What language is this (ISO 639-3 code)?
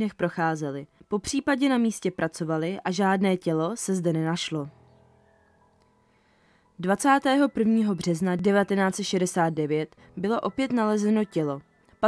ces